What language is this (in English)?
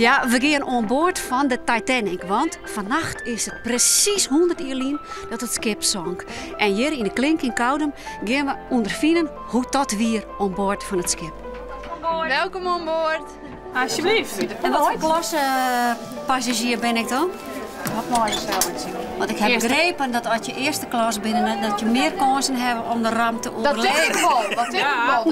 Western Frisian